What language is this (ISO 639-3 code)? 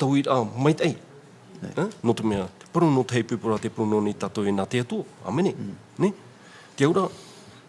tah